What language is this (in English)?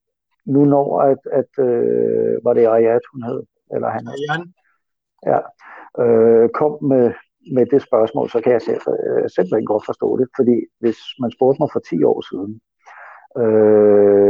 Danish